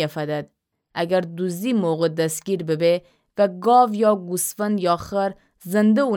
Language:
Gilaki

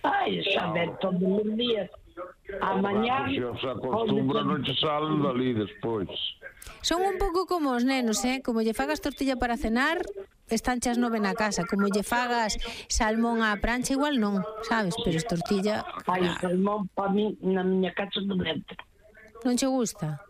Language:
Galician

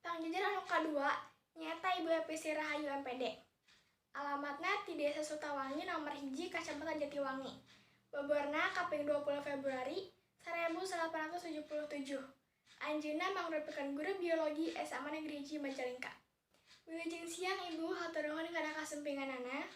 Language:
Sundanese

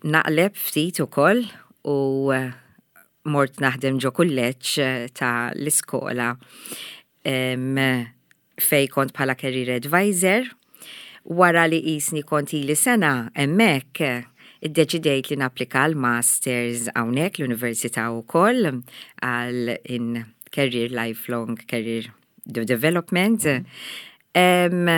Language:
Maltese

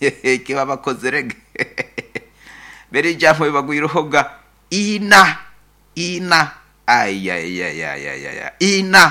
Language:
Nyoro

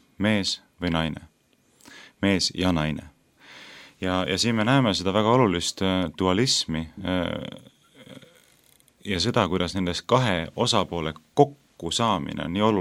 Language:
Estonian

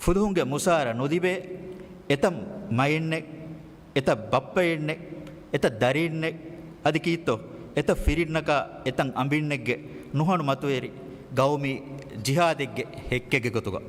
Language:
Divehi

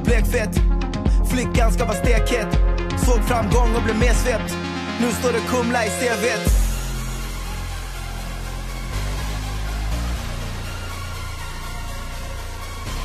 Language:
Swedish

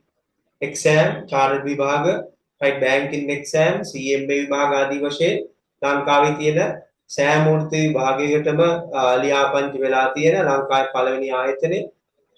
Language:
Sinhala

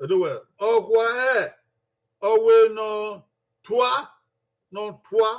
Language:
Bini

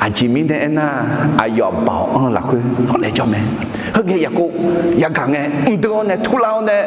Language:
Akha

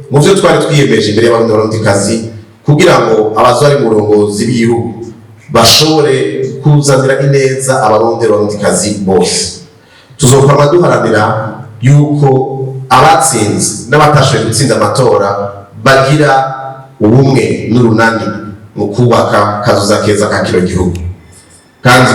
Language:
Rundi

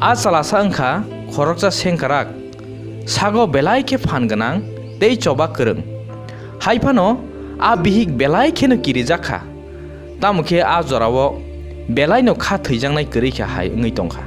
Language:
Kok Borok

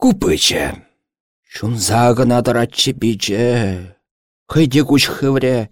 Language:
Chuvash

